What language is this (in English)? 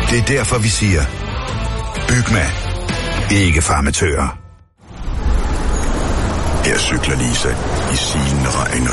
Danish